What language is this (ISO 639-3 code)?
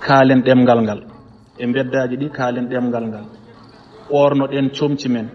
ful